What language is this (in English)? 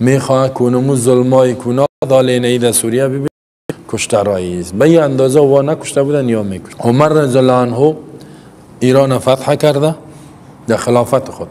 Persian